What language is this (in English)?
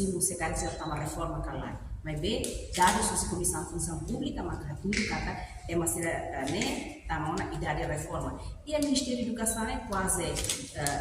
Tetum